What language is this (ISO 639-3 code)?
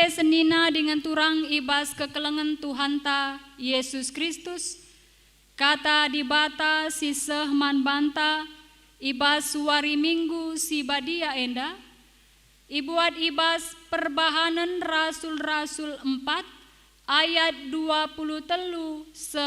btx